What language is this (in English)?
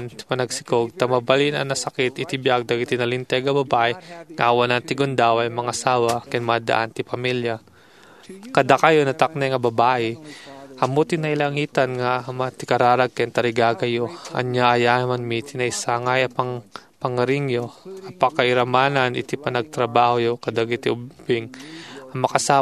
Iloko